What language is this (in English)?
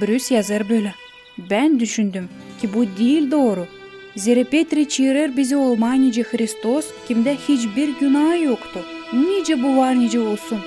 Gagauz